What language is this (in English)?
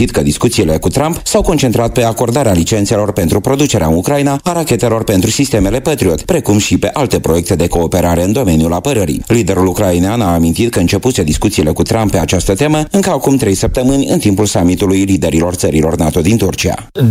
Romanian